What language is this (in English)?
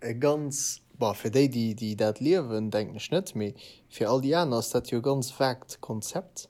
Luxembourgish